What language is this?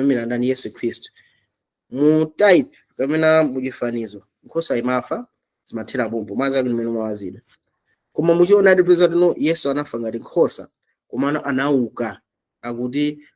Nyanja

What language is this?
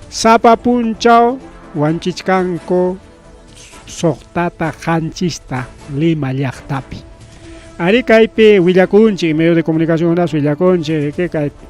Ayacucho Quechua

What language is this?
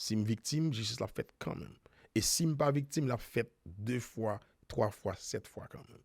Haitian Creole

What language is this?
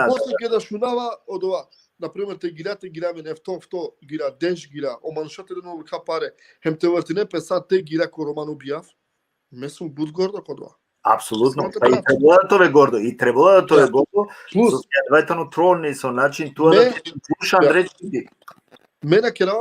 Balkan Romani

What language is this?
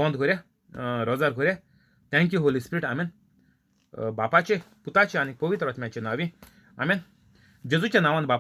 Konkani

